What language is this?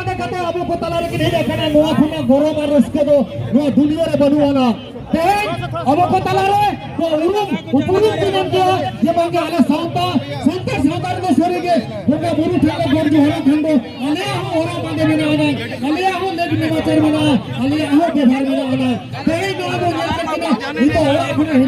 Santali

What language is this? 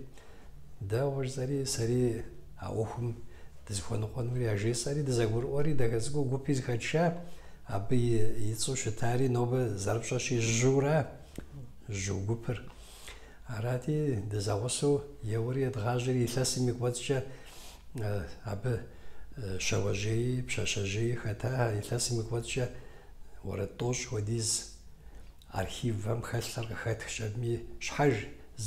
Kabardian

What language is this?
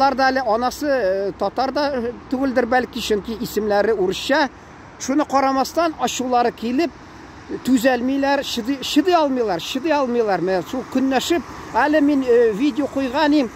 Tatar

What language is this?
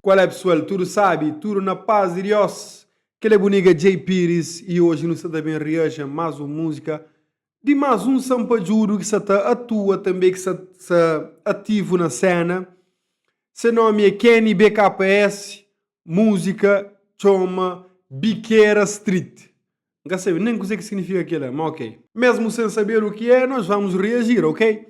Kabuverdianu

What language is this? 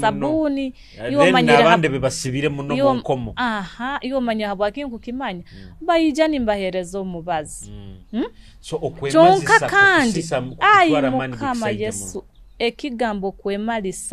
Nyoro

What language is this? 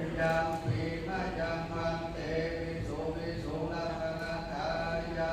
Pali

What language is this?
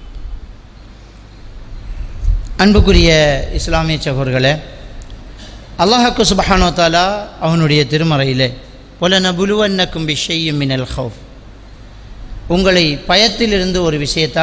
Tamil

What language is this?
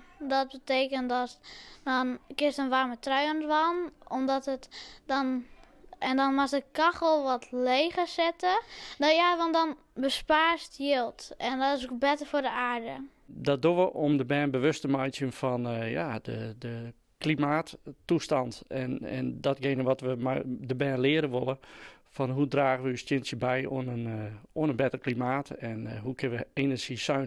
Western Frisian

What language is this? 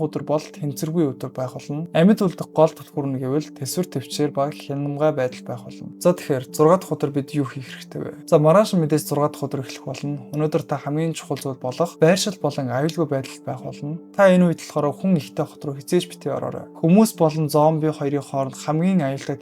Mongolian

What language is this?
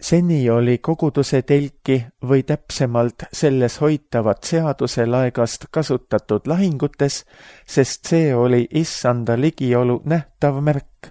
Estonian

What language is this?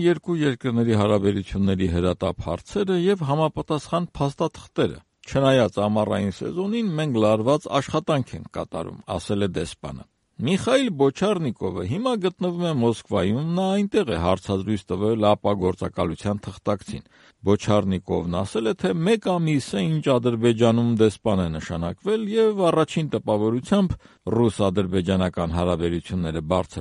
Armenian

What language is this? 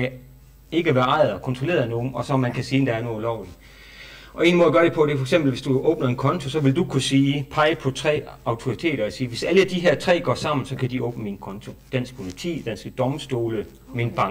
Danish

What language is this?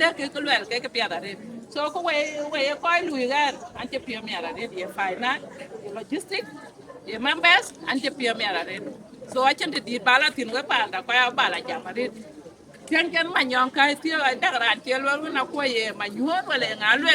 Dinka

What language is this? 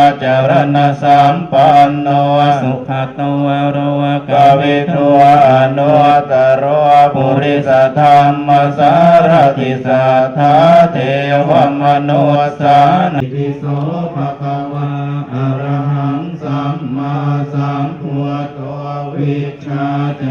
Pali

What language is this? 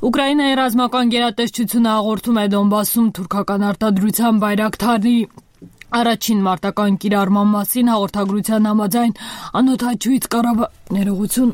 Armenian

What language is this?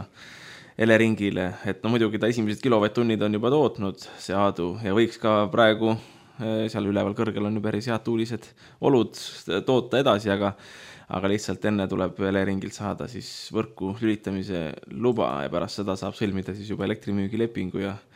Estonian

